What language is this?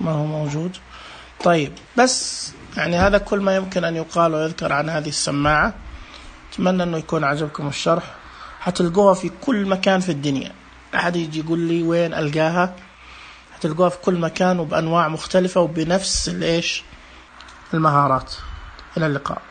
Najdi Arabic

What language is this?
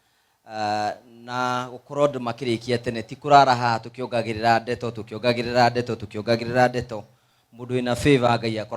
Kikuyu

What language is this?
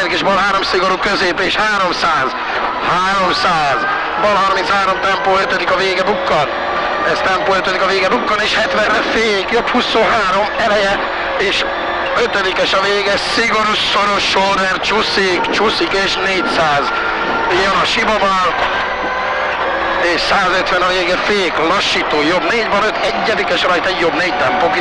Hungarian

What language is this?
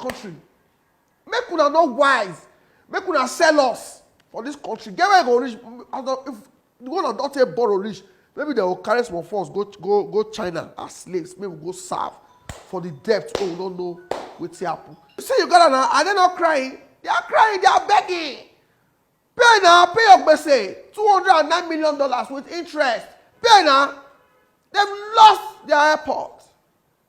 Nigerian Pidgin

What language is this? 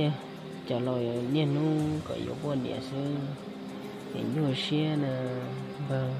Hmong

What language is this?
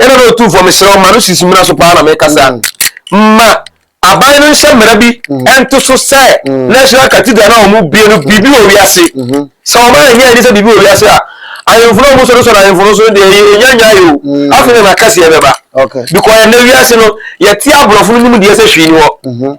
Akan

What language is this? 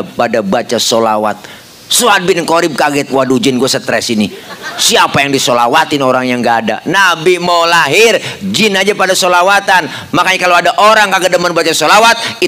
Betawi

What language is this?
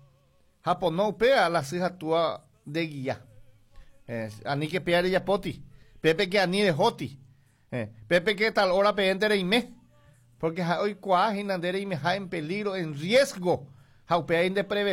Guarani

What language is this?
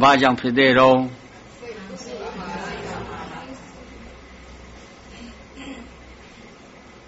Burmese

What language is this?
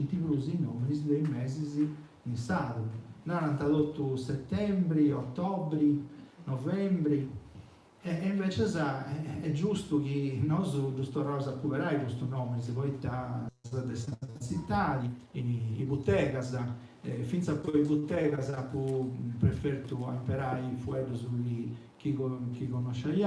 Sardinian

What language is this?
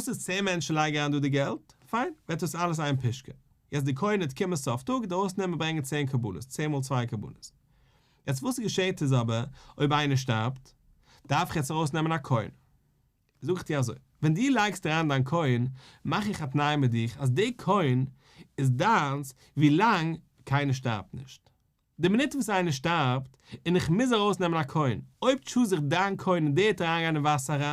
Yiddish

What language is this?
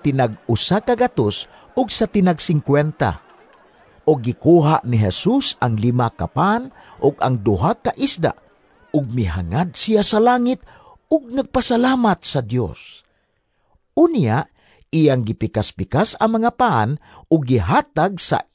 Cebuano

